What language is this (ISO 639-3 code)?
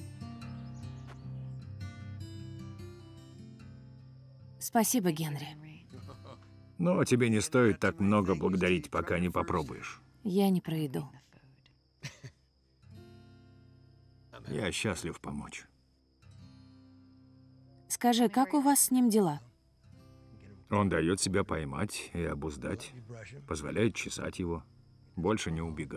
rus